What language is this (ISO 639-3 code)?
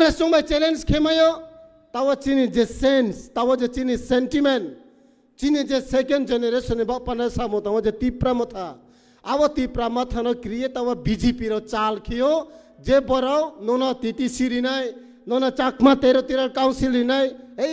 trp